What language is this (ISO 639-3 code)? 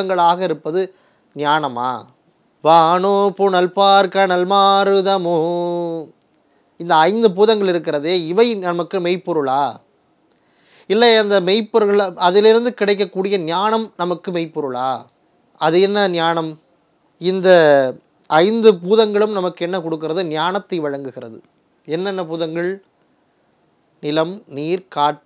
tam